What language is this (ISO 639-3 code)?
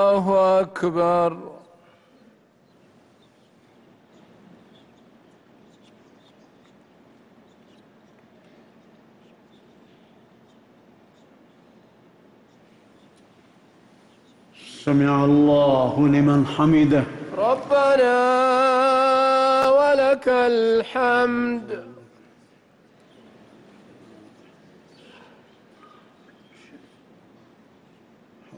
ara